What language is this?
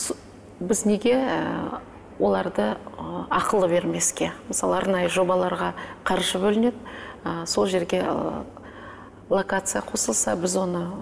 Kazakh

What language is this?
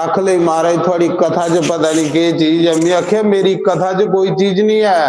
Dogri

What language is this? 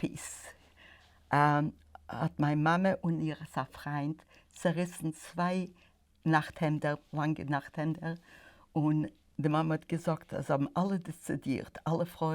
Yiddish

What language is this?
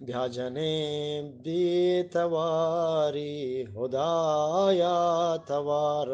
Eastern Balochi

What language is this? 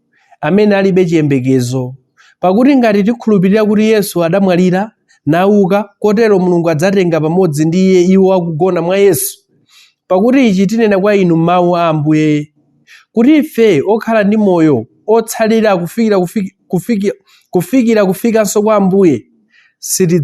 Nyanja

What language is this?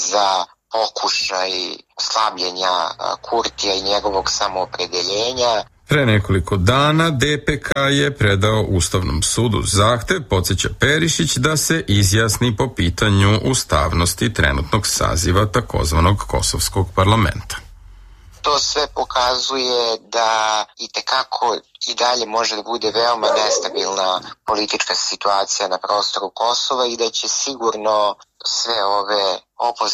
Serbian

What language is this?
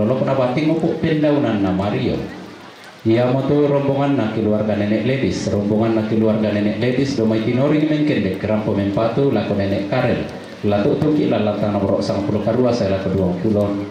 Toraja-Sa'dan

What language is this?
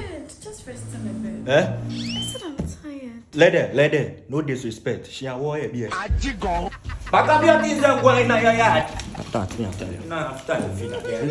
Jamaican Creole English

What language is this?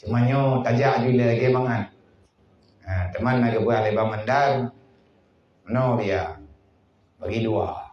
Achinese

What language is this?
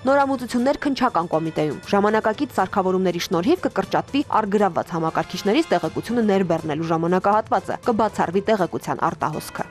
Armenian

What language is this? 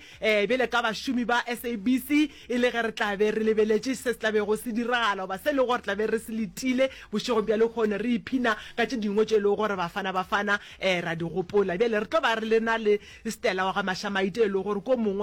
Northern Sotho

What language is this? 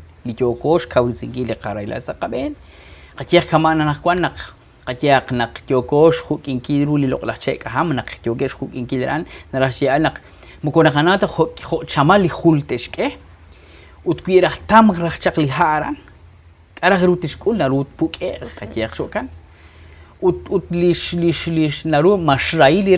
Kekchí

